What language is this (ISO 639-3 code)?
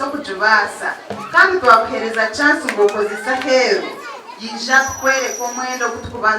nyn